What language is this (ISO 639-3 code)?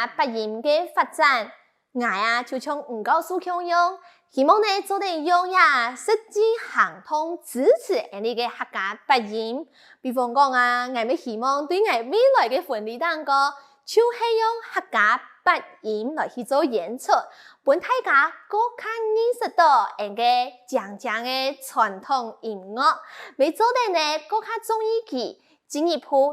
hak